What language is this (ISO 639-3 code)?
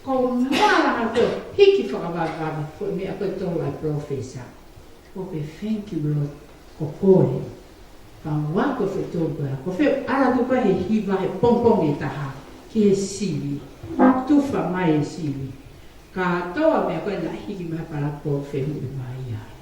ton